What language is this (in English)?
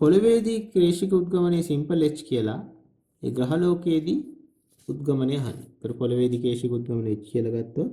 Sinhala